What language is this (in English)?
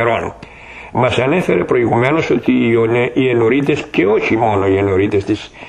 Greek